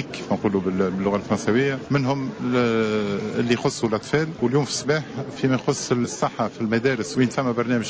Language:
Tunisian Arabic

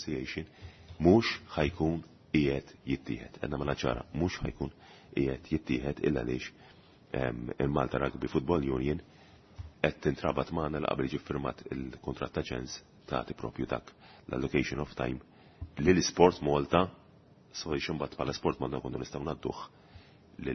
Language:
Maltese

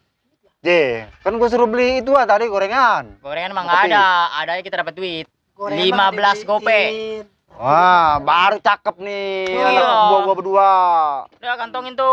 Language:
Betawi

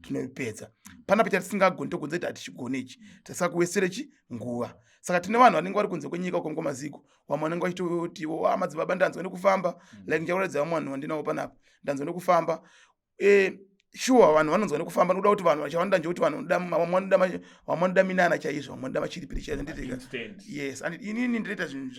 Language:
Shona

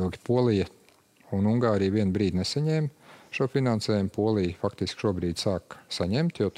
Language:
Latvian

